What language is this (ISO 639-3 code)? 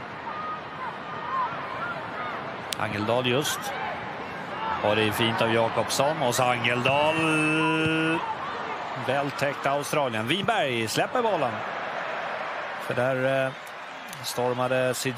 swe